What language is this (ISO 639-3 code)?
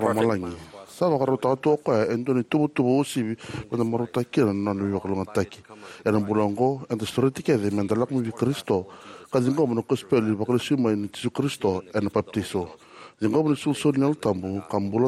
fij